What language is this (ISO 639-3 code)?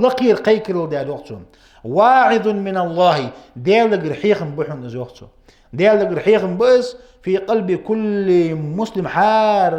inh